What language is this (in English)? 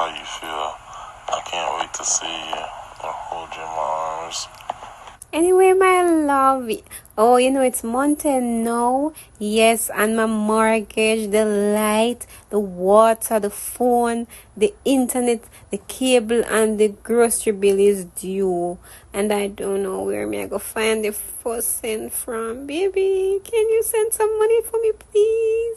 Jamaican Creole English